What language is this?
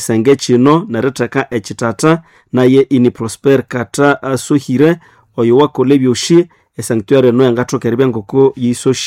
Nande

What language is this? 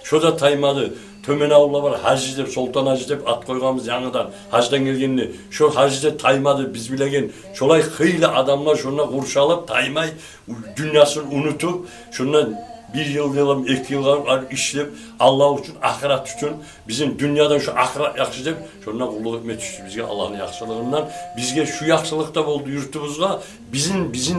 Kumyk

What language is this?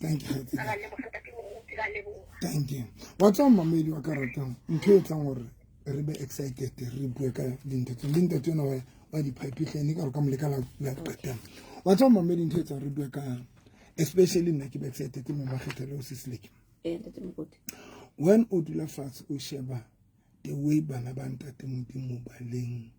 Southern Sotho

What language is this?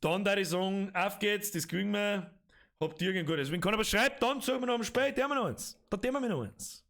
Bavarian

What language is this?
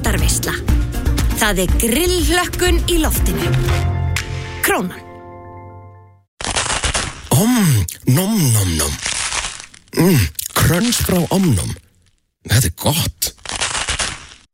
Icelandic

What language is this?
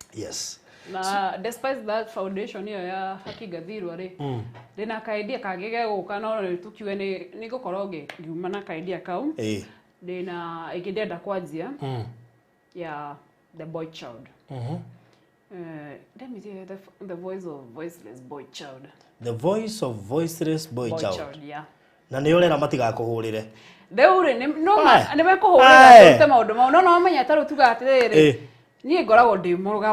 Kikuyu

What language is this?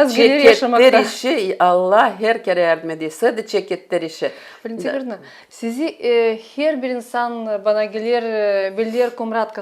Gagauz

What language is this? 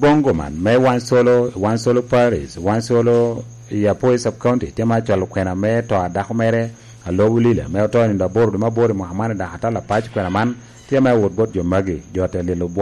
Lango (Uganda)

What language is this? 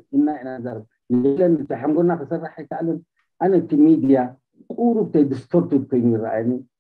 Tigrinya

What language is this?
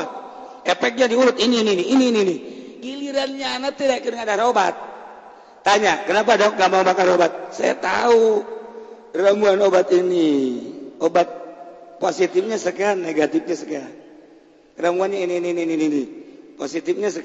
Sundanese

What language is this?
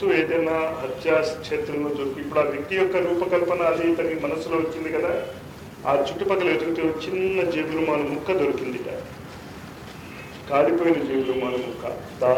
Telugu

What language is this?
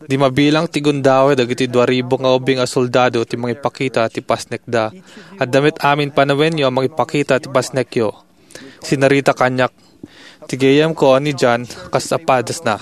Iloko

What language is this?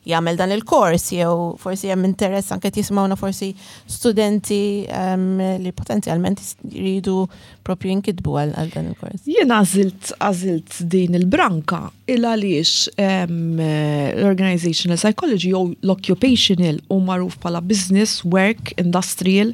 Maltese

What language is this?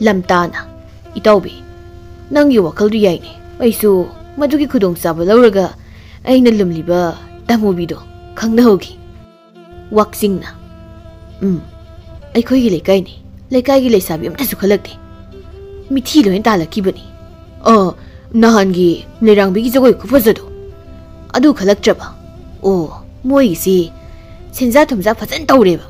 Manipuri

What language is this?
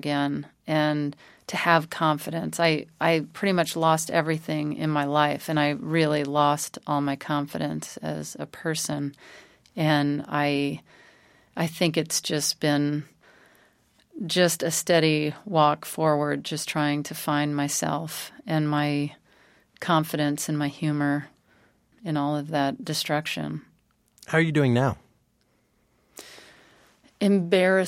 English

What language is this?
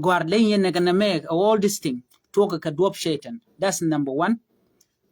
Nuer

